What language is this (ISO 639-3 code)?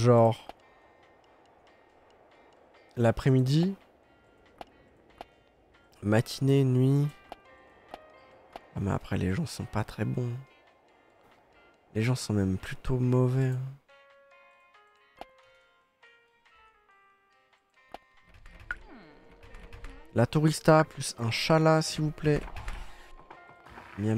fra